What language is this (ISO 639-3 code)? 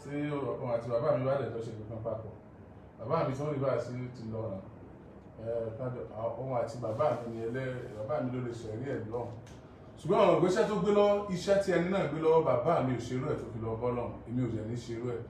yor